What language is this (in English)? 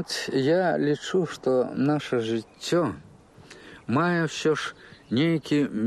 Belarusian